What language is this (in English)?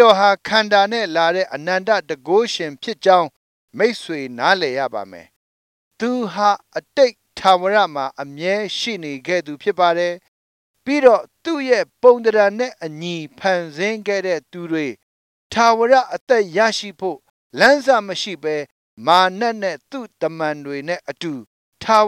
Burmese